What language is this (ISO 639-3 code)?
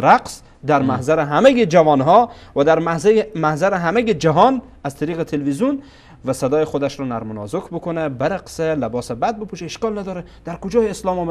fas